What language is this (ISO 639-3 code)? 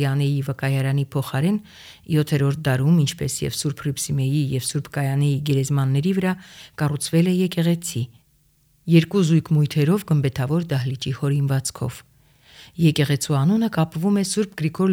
hye